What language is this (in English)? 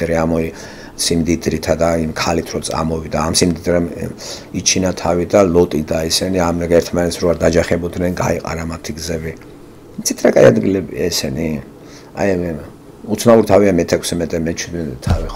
Georgian